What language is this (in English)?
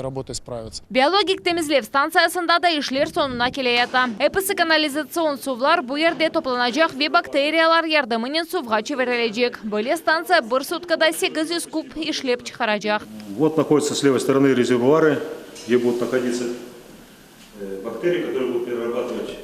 Crimean Tatar